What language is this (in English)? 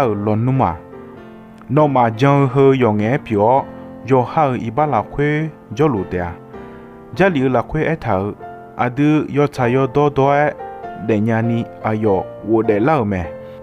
Akha